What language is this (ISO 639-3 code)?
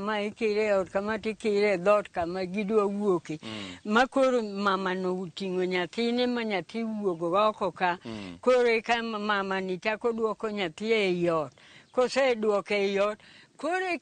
luo